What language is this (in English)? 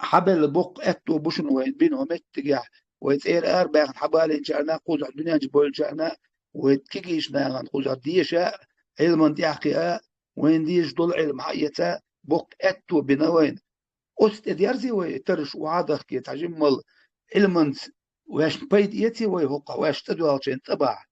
Chechen